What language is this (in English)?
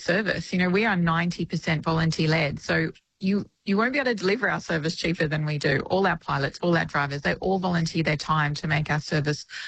English